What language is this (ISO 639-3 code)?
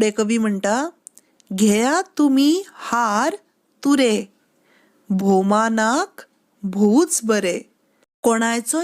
kok